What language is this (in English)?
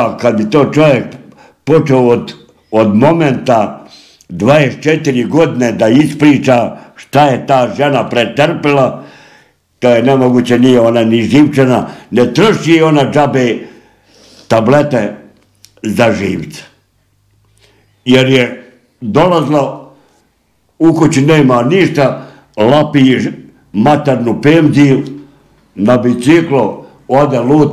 Bosnian